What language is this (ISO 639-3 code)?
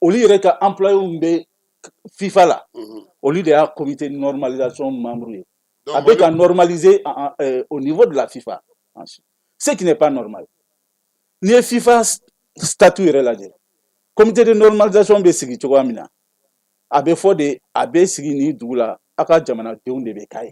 bam